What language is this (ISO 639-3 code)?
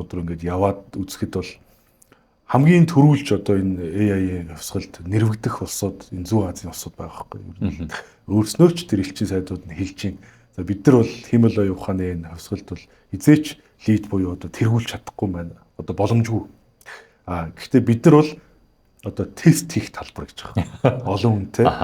mon